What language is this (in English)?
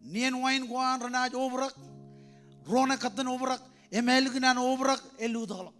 Marshallese